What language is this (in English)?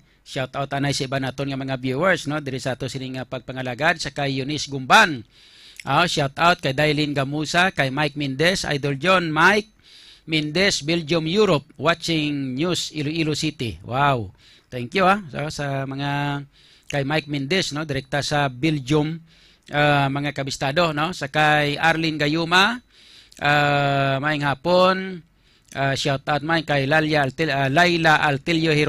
Hiligaynon